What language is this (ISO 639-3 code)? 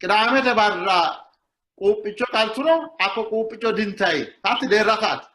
sid